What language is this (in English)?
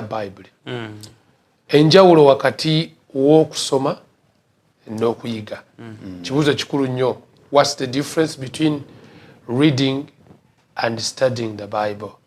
Ganda